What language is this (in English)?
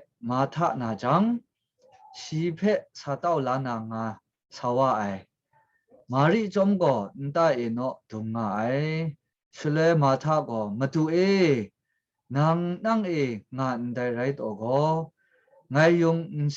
Kachin